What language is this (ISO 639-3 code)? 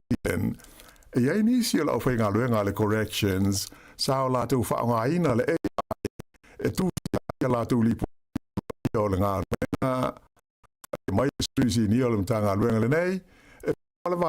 smo